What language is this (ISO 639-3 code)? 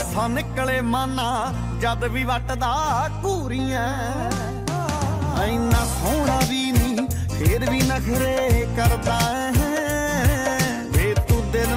pan